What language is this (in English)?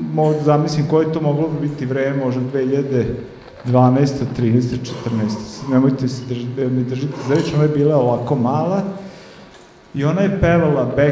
Serbian